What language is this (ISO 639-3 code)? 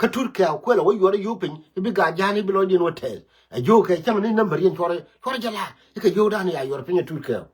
nus